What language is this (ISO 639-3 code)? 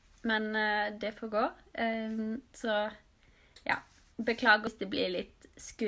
nor